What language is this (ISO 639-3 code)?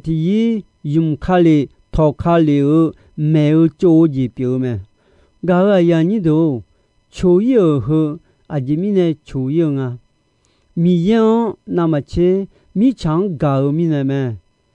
ahk